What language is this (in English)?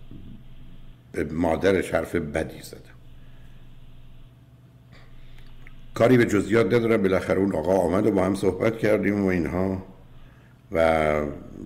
Persian